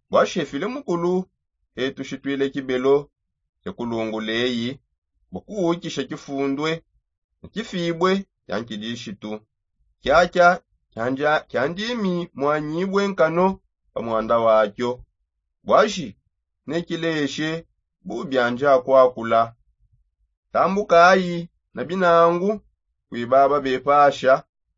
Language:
Songe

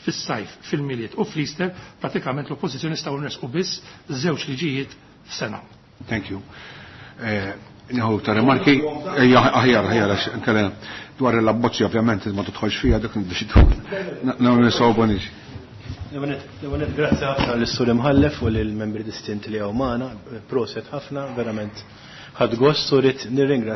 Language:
Maltese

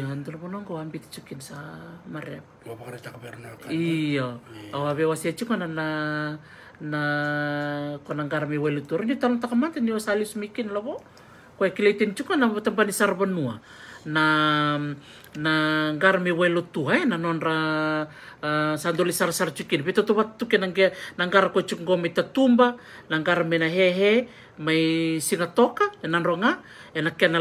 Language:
Fijian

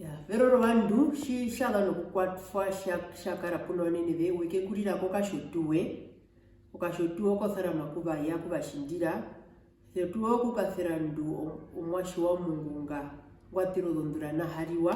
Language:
Herero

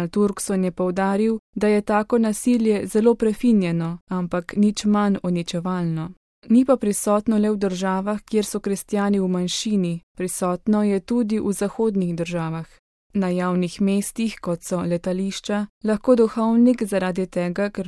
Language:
Slovenian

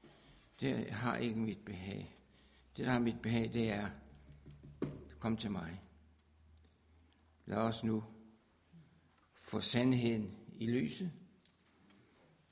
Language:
Danish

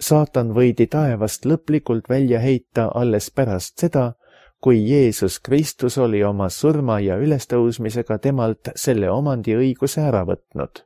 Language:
Estonian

